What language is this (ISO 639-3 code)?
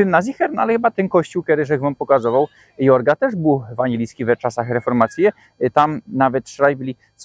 szl